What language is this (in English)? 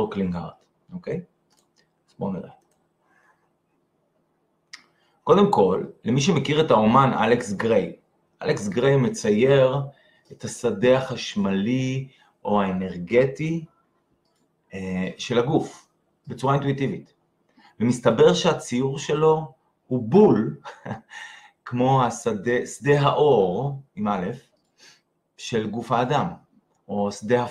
Hebrew